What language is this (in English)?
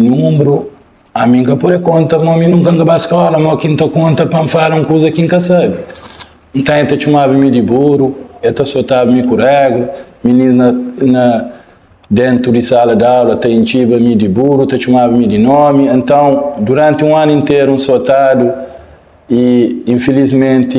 Kabuverdianu